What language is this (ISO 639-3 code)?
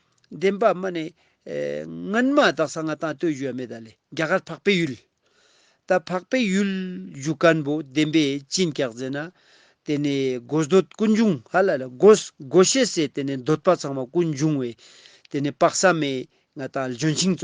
lbj